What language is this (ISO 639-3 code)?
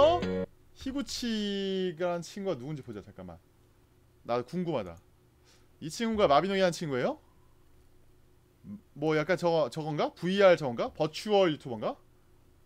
kor